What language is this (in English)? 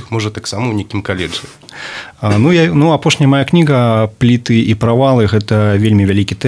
Belarusian